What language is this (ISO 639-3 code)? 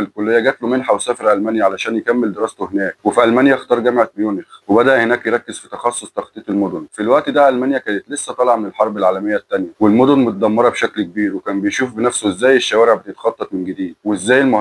arz